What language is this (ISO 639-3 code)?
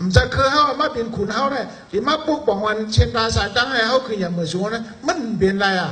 shn